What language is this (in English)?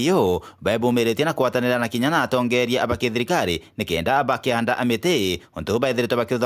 Meru